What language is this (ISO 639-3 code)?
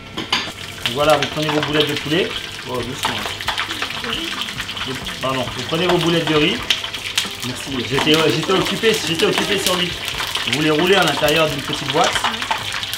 fra